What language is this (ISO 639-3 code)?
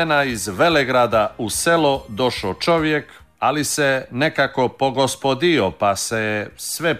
srp